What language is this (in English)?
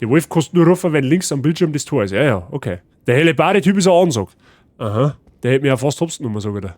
Bavarian